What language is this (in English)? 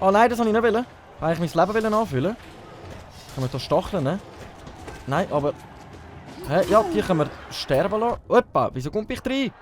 Swiss German